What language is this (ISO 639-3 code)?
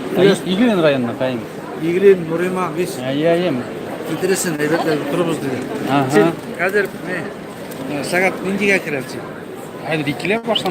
bak